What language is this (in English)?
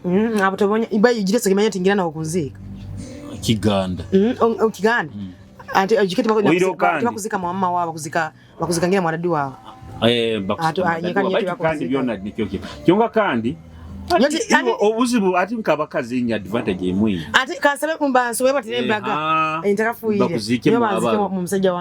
Nyoro